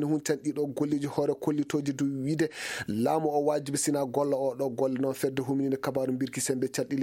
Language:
Fula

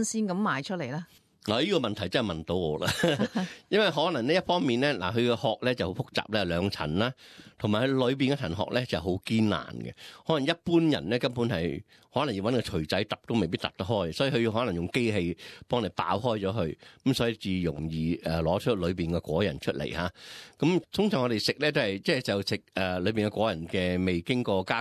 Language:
Cantonese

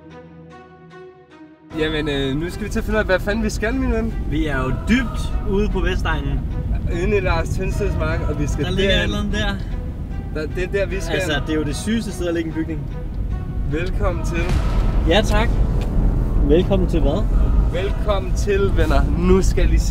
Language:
Danish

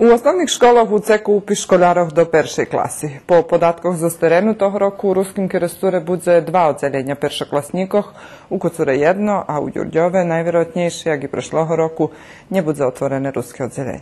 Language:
Rusyn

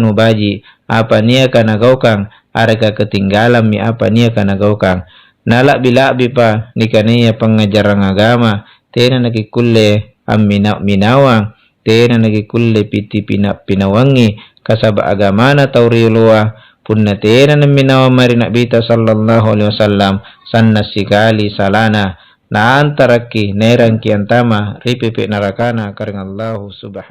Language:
Makasar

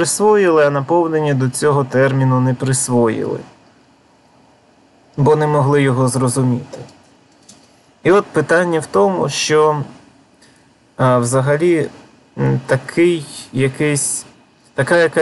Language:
Ukrainian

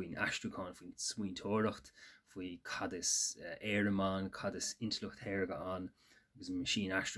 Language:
Irish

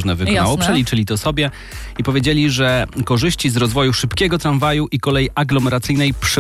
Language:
Polish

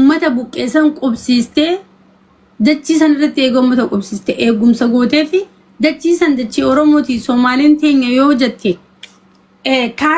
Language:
Oromo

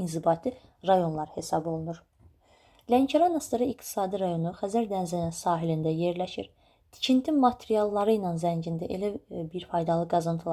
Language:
Azerbaijani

